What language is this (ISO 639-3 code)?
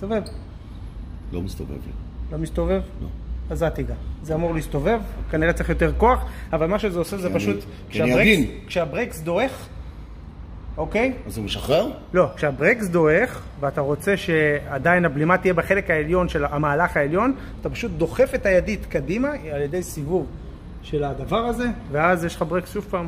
heb